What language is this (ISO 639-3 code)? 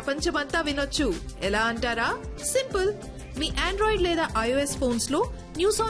tel